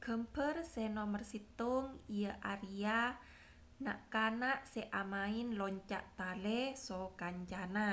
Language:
Madurese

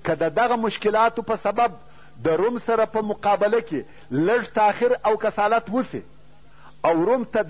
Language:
Pashto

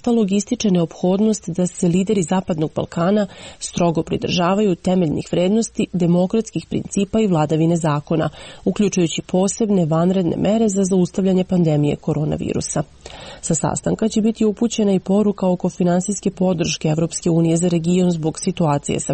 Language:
Serbian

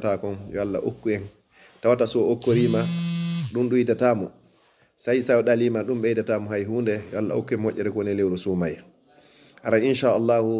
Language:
Fula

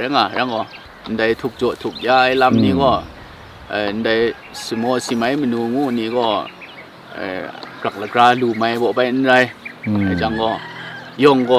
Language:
Kachin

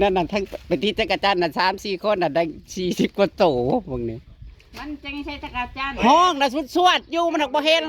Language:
Northeastern Thai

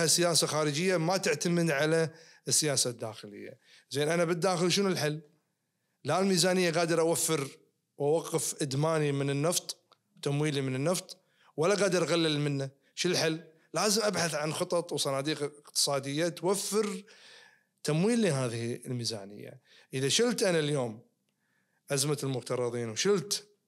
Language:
Najdi Arabic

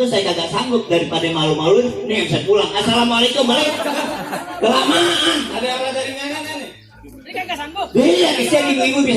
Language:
Betawi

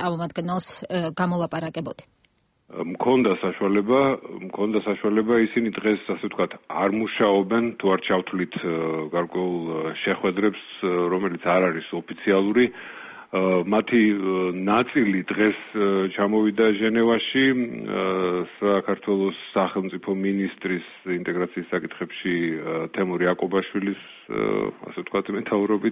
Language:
Georgian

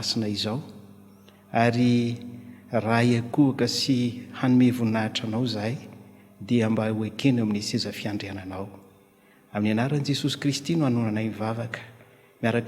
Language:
Malagasy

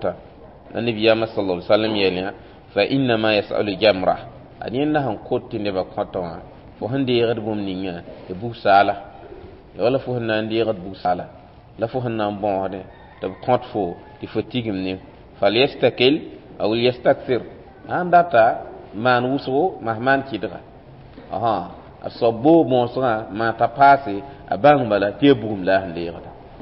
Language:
Mossi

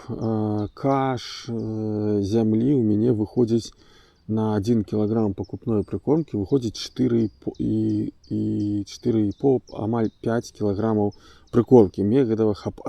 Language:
Belarusian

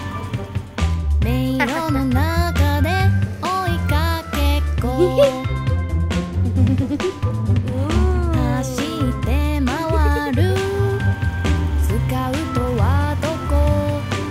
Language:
Japanese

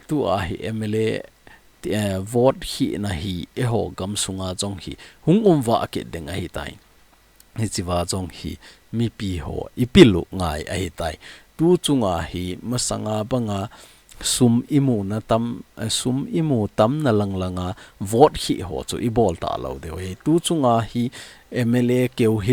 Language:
Thado Chin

